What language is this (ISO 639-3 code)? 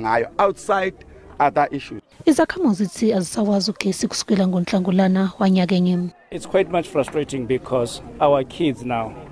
zul